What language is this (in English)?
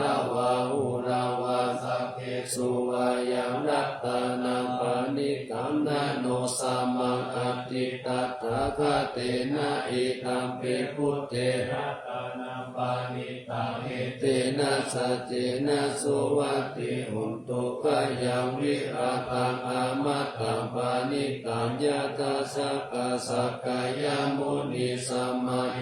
Pali